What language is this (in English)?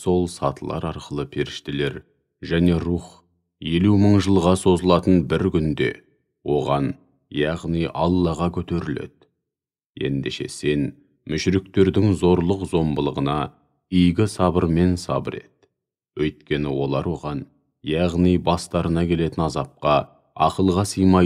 Kazakh